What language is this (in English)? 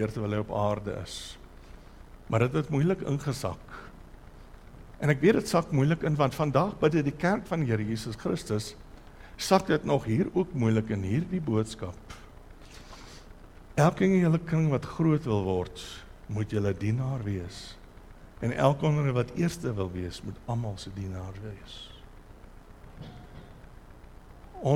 Afrikaans